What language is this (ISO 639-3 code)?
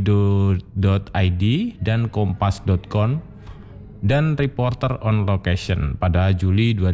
ind